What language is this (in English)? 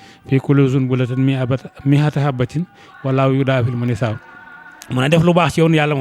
Wolof